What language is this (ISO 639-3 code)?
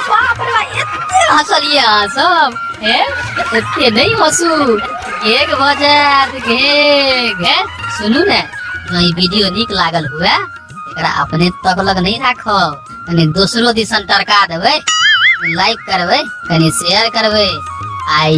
mai